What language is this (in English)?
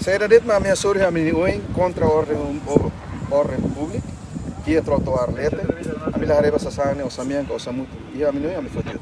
Tetum